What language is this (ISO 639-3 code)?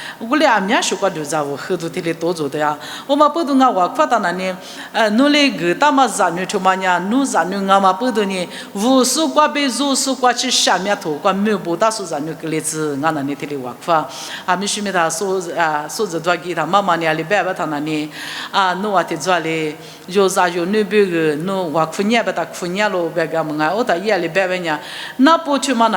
lis